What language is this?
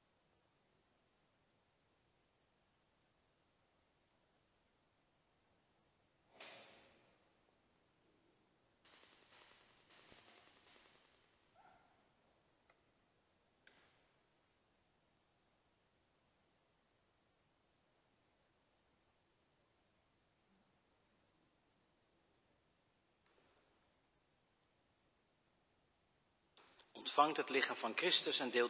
Dutch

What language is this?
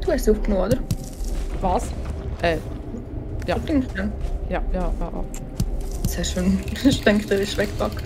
Swiss German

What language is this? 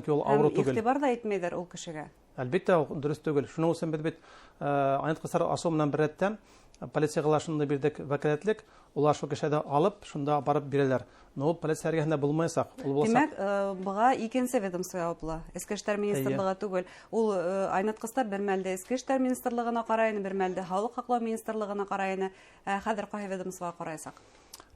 Bashkir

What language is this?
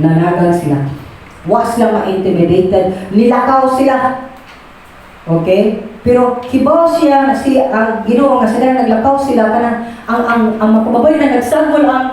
Cebuano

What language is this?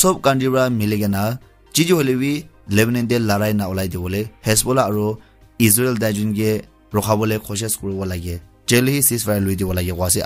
Naga Pidgin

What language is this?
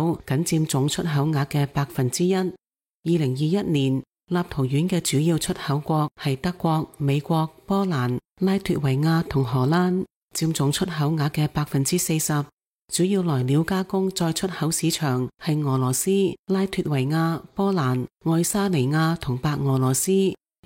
Cantonese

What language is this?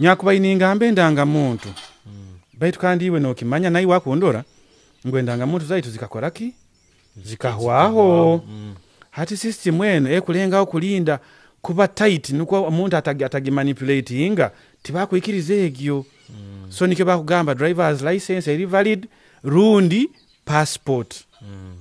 Nyoro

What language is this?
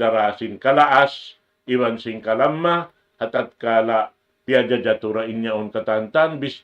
Tausug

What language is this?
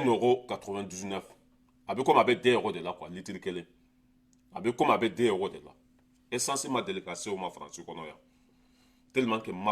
Bambara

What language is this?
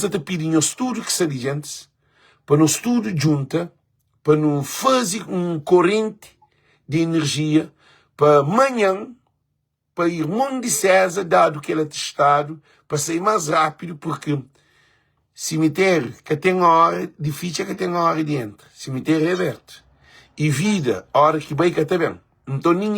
Kabuverdianu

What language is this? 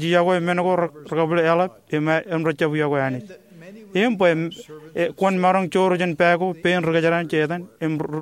Marshallese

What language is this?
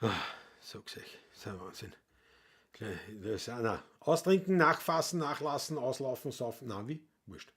Bavarian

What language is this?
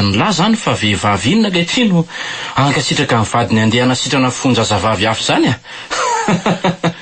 Malagasy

